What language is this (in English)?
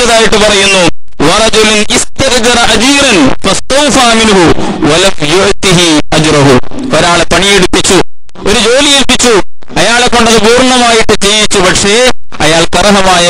Malayalam